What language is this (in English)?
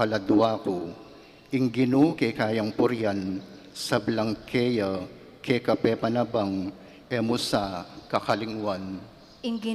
Pampanga